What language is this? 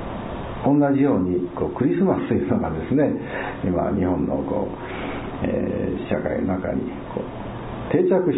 Japanese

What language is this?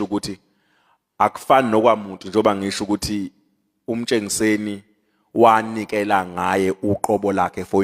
Zulu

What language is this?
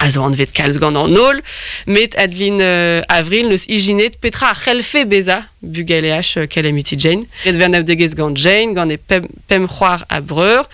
Breton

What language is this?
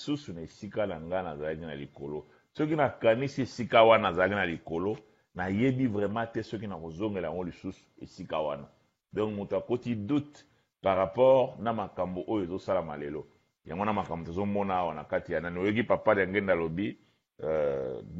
Lingala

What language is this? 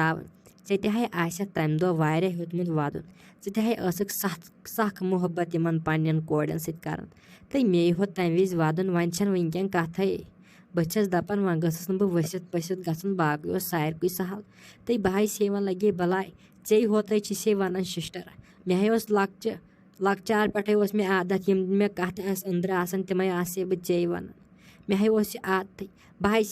Kashmiri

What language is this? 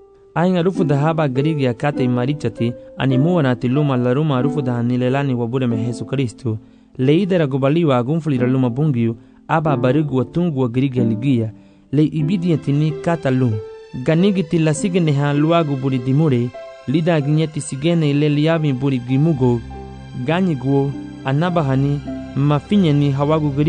Garifuna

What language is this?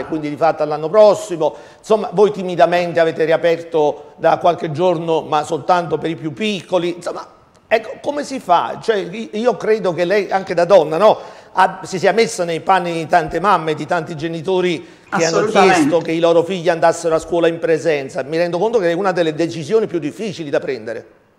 Italian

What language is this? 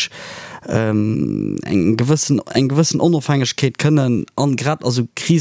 Luxembourgish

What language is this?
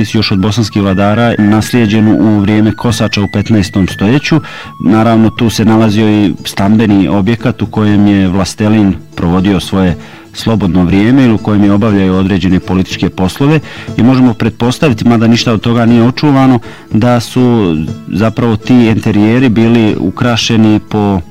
Bosnian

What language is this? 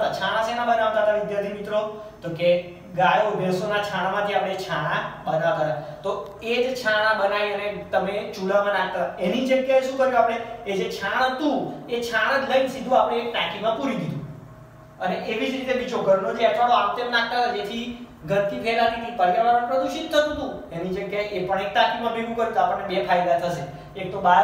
Gujarati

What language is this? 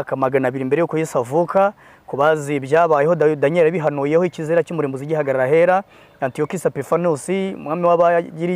Kinyarwanda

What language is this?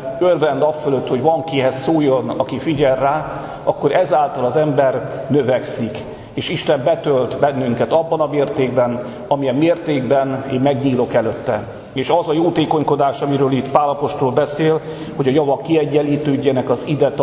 Hungarian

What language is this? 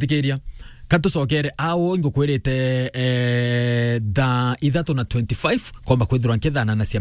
Meru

